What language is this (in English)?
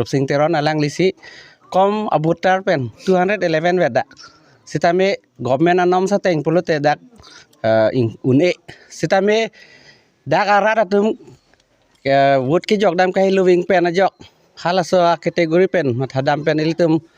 Karbi